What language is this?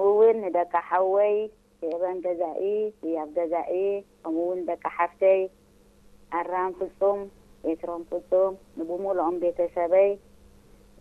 Tigrinya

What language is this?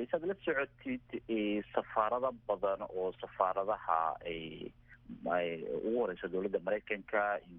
Somali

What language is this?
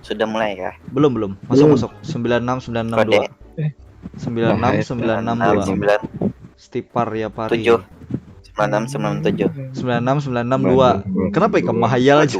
Banjar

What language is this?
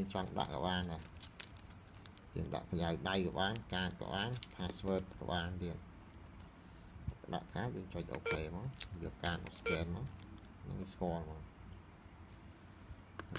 Vietnamese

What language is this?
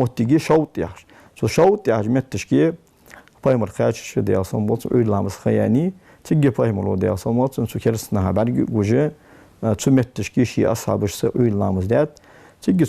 Ingush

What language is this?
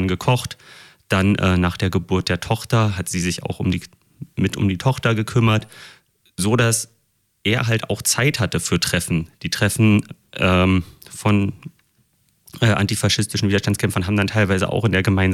German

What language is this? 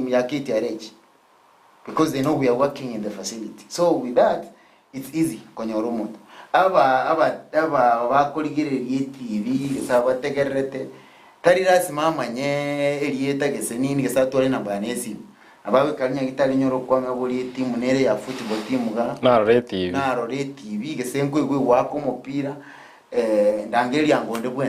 Gusii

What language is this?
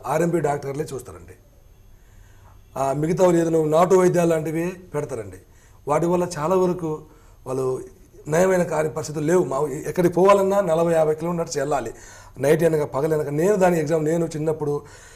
Telugu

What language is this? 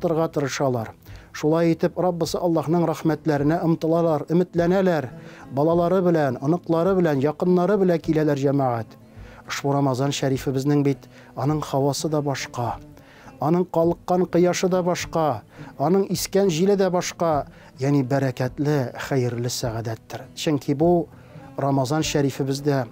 Tatar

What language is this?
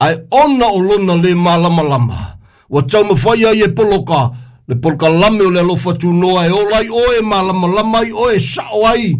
Samoan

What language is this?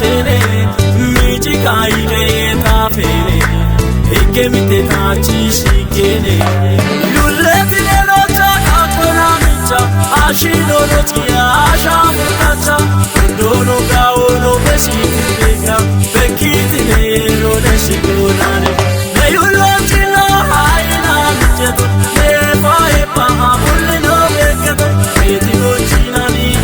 Kafa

